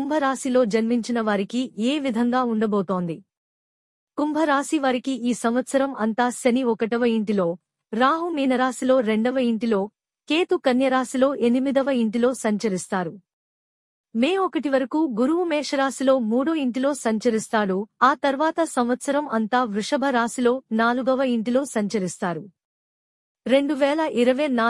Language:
Telugu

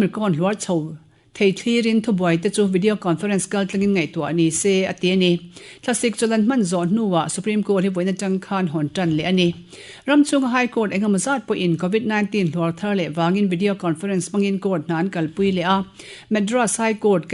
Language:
Mizo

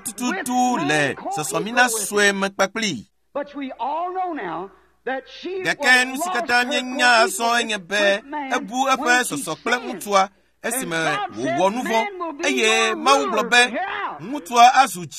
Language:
Ewe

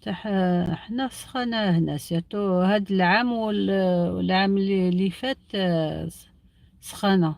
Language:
Algerian Arabic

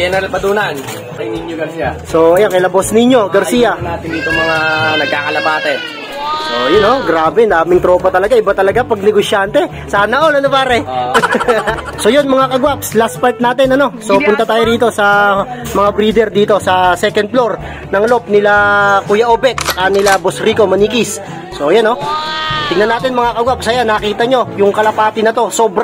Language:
Filipino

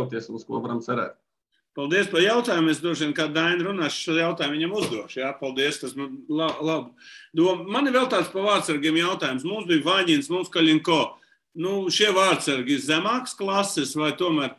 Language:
Latvian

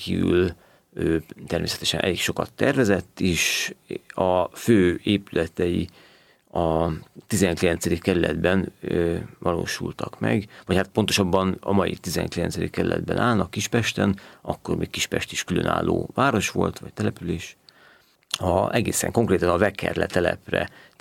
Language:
Hungarian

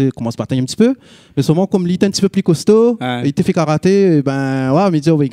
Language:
Réunion Creole French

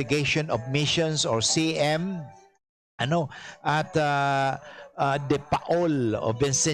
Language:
Bikol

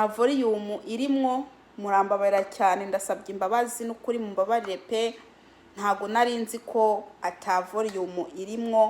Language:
Kinyarwanda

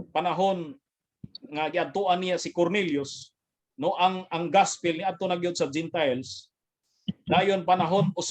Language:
Cebuano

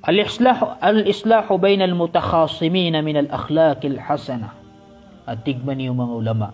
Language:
Maranao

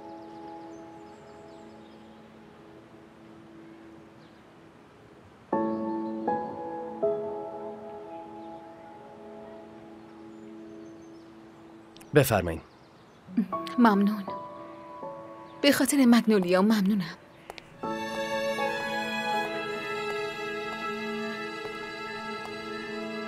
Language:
Persian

